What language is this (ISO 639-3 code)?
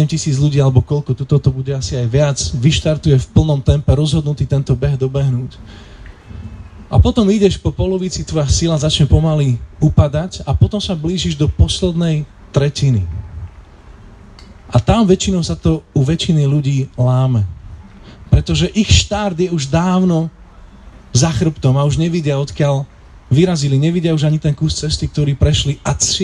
slk